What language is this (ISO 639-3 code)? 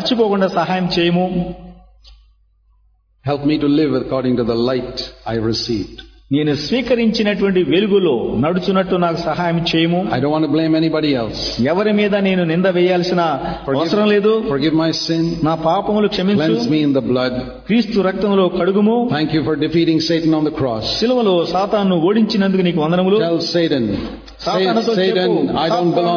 tel